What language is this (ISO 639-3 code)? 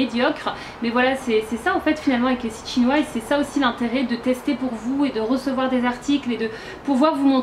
fra